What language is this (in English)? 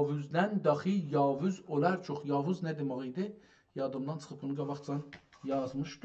South Azerbaijani